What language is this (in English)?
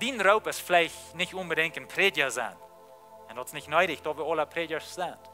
Plautdietsch